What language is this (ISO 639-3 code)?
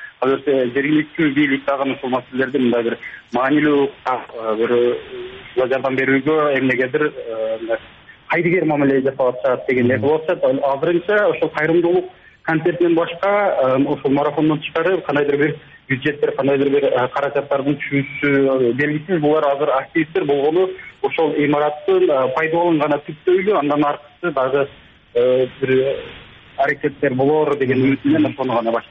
kir